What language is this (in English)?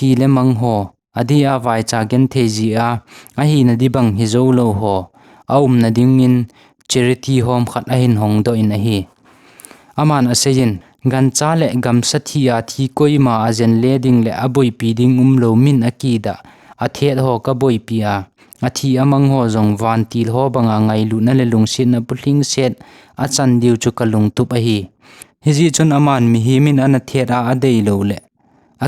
Thado Chin